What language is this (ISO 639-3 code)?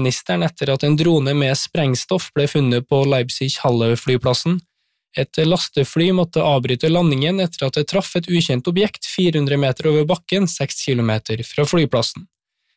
nor